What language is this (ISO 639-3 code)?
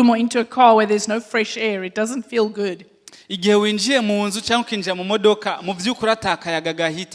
run